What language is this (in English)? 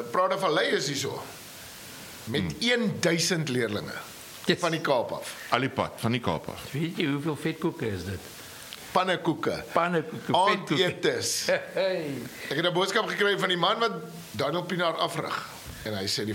Afrikaans